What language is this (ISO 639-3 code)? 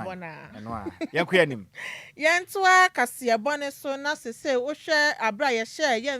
aka